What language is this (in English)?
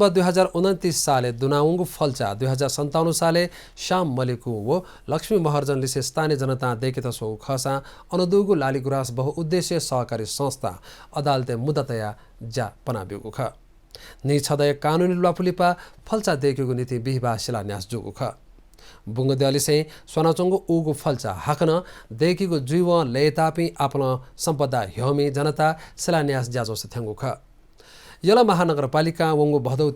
Newari